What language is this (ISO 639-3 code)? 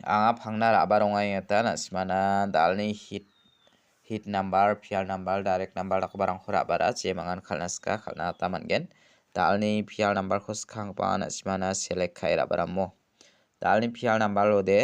grt